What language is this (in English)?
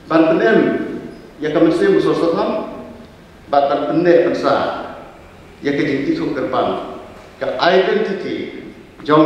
Khasi